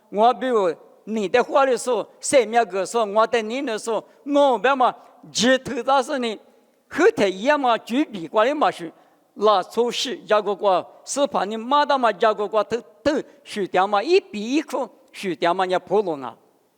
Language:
Lisu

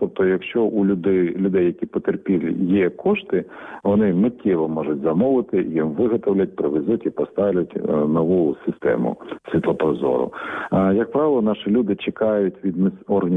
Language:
Ukrainian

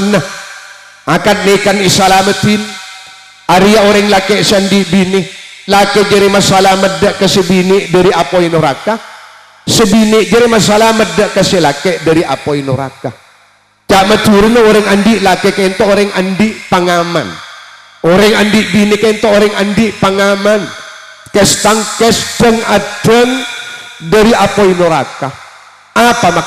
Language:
Madurese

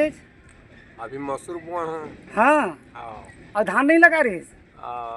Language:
Chhattisgarhi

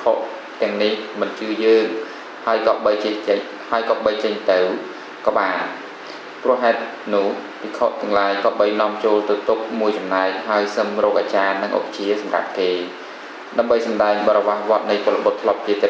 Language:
Khmer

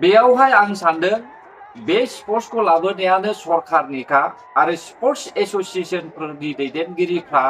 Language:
Bodo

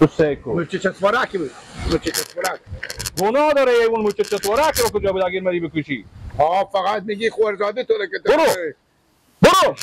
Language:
Persian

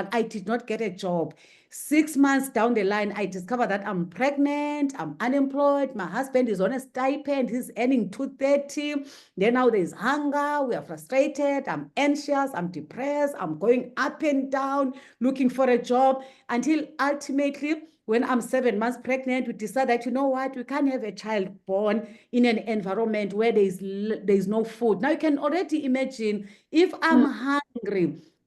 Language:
English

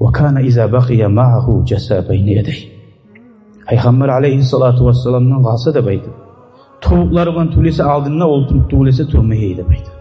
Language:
Kumyk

